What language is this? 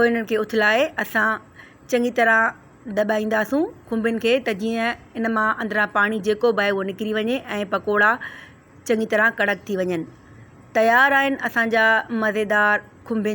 Sindhi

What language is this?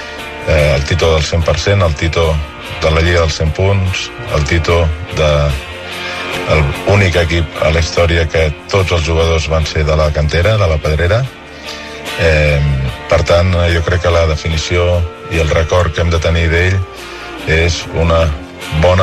Catalan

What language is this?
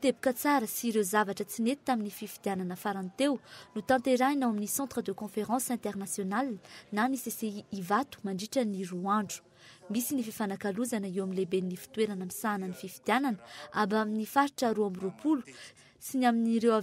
Malagasy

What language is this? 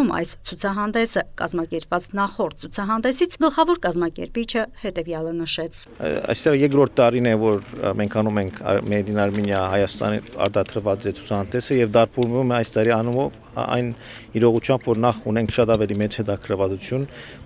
Armenian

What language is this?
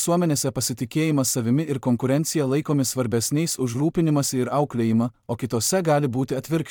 Lithuanian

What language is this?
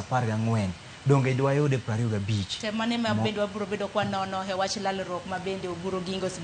Luo (Kenya and Tanzania)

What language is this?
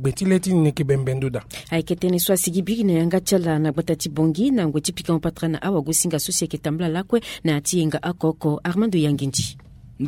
Sango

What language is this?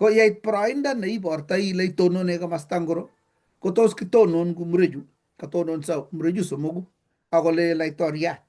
Kalenjin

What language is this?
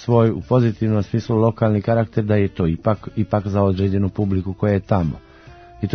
Croatian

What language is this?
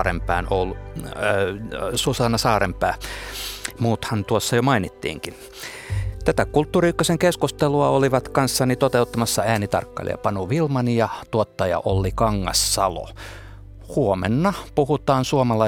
Finnish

